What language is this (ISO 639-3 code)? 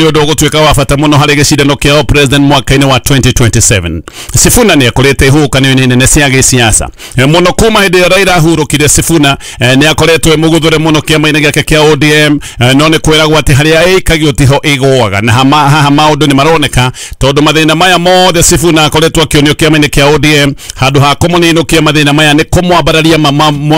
kik